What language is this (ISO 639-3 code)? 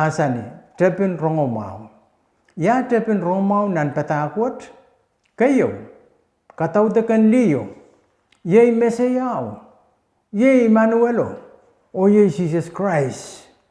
pon